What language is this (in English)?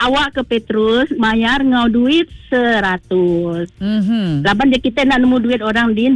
Iban